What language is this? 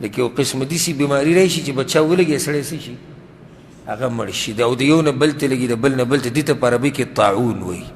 Pashto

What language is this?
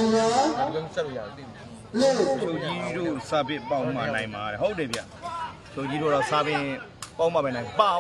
Burmese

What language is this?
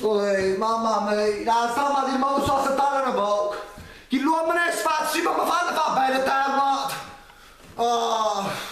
Neapolitan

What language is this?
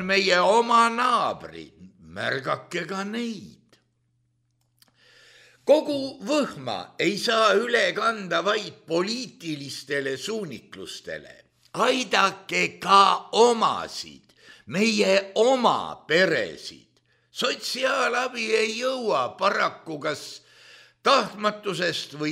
Estonian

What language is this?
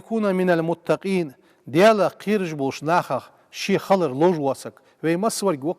Ingush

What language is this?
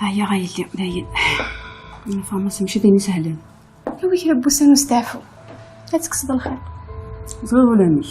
Kabyle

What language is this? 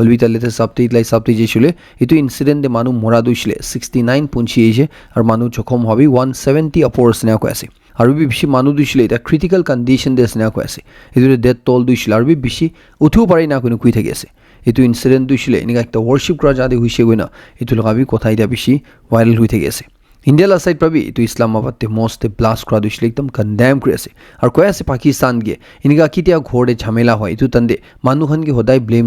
Naga Pidgin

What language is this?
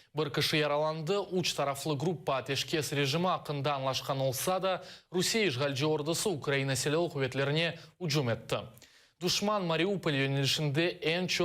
Crimean Tatar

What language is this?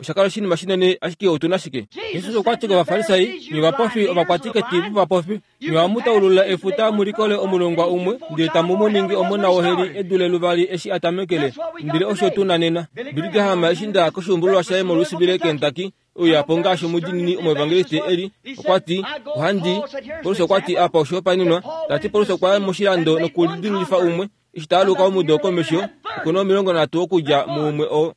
Kuanyama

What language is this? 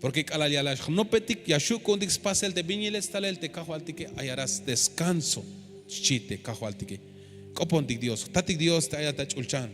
Tzeltal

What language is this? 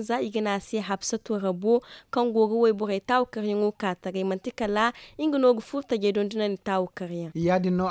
Zarma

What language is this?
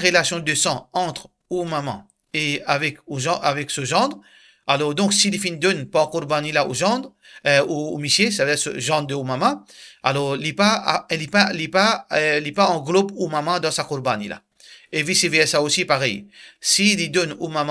Morisyen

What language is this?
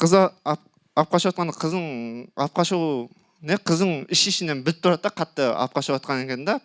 Kara-Kalpak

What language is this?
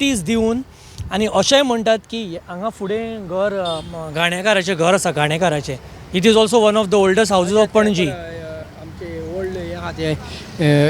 Konkani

